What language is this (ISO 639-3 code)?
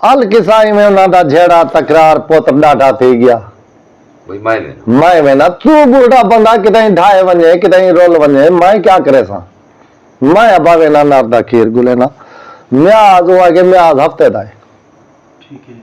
skr